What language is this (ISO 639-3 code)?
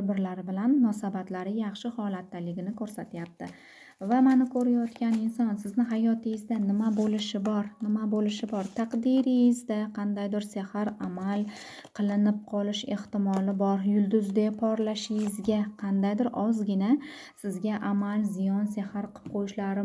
uzb